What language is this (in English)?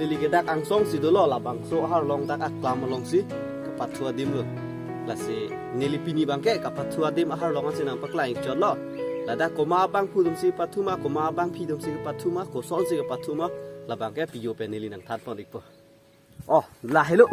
Karbi